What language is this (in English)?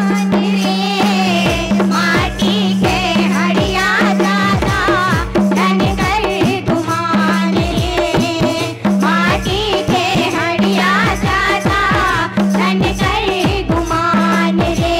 Chhattisgarhi